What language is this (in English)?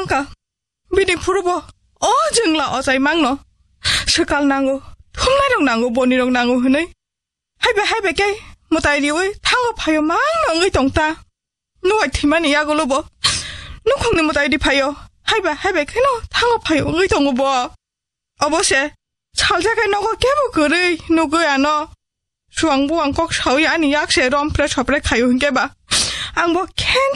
Kok Borok